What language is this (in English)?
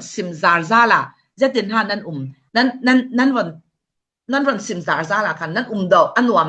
Falam Chin